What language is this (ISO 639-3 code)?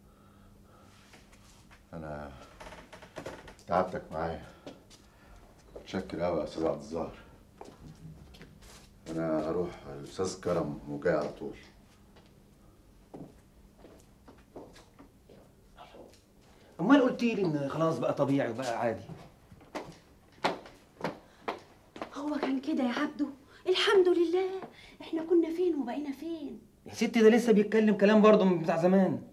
arz